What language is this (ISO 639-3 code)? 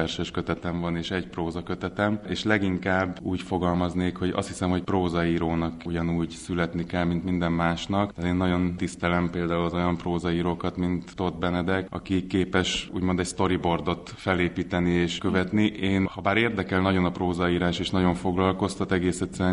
hun